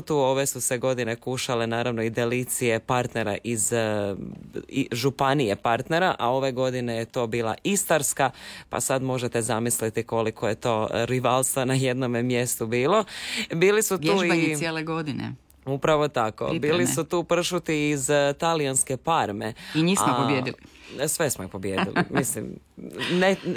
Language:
Croatian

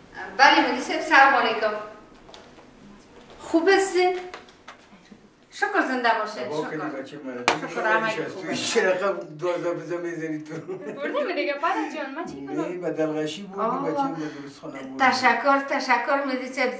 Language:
Persian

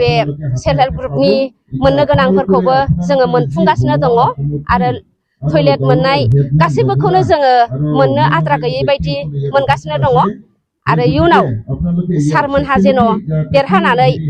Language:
Bodo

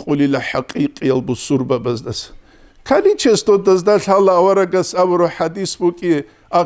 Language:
Avaric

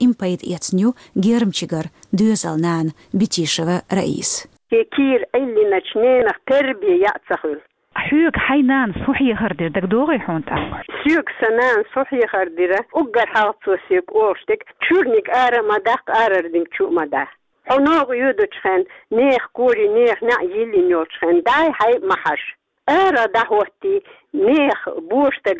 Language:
Chechen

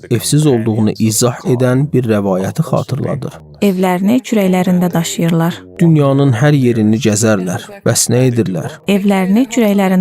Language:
Azerbaijani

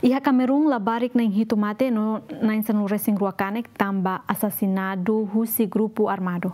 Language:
Tetum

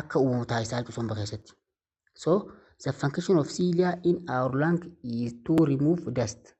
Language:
Oromo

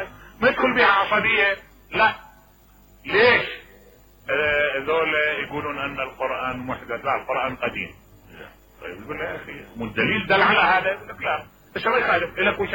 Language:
Mesopotamian Arabic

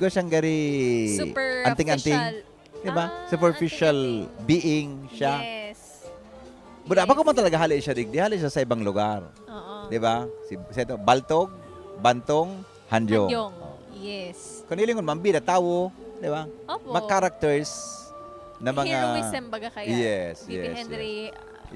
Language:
Bikol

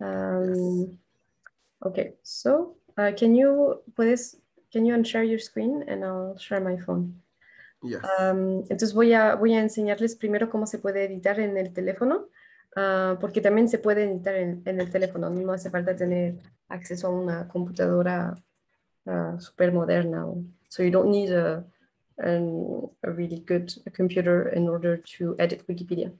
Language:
Quechua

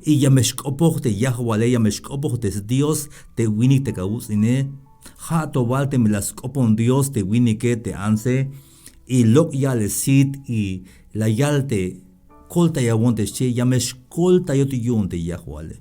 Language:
Tzeltal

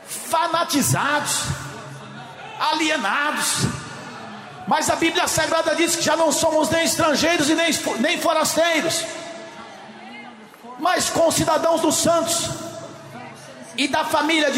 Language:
Portuguese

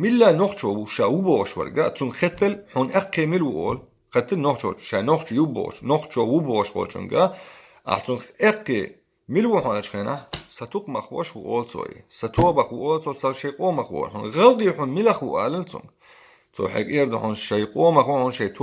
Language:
Chechen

